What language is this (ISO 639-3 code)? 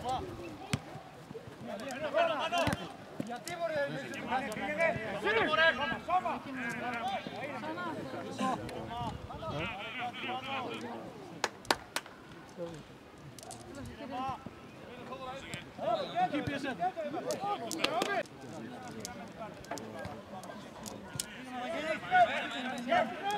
ell